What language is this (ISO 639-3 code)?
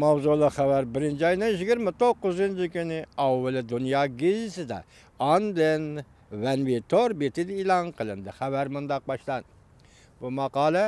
uig